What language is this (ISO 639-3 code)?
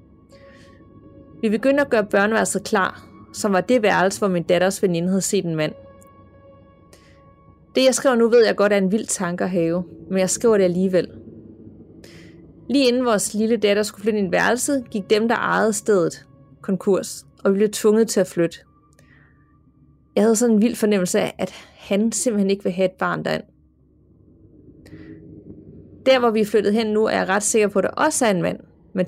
dan